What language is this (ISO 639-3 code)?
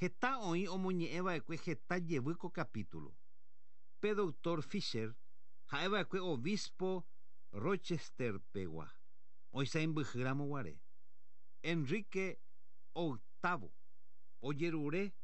grn